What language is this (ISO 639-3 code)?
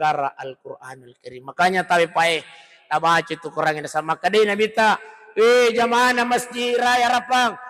bug